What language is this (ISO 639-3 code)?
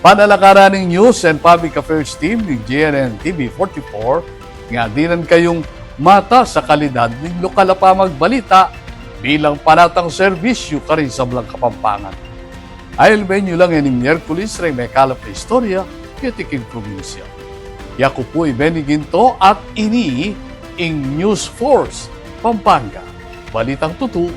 pam